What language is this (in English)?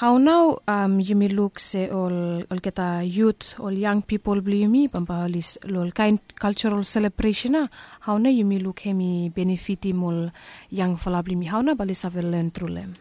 Bislama